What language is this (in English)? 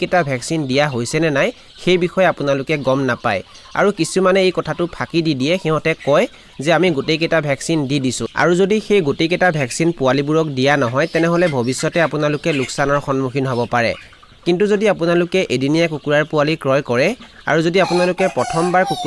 Assamese